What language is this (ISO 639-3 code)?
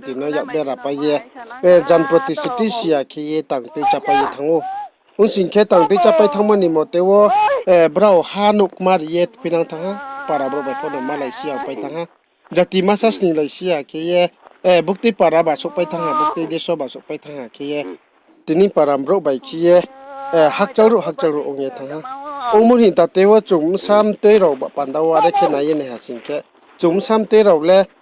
ria